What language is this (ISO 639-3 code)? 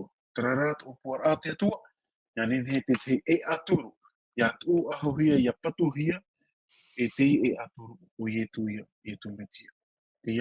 tah